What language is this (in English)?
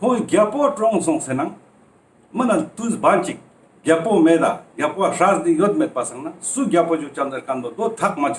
Ladakhi